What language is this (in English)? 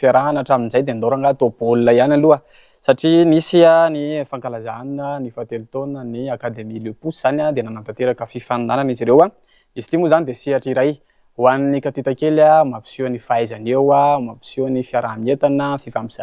Malagasy